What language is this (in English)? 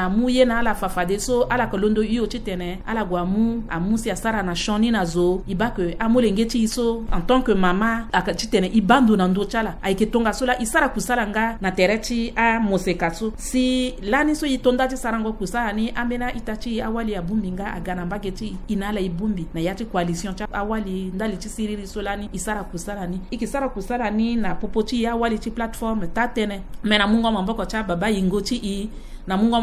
Sango